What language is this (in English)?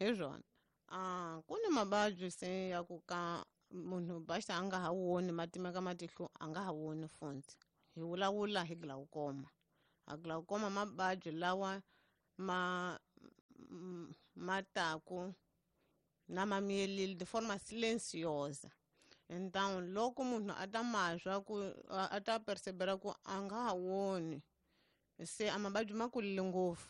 Tsonga